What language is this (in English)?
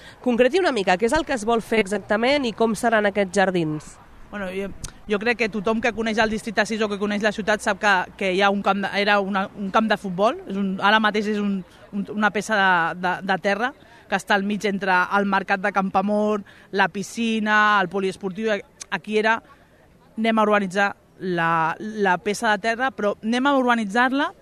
Catalan